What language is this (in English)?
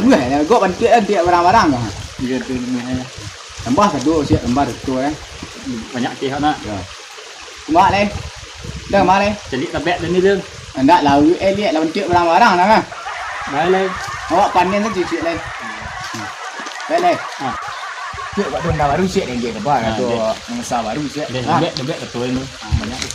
Minangkabau